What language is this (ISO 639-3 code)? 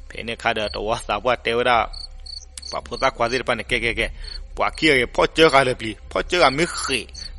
ksw